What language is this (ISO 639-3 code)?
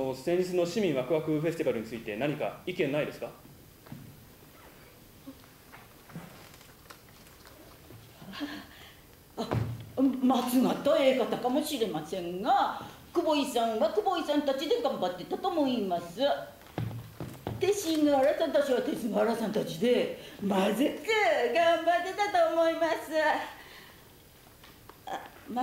jpn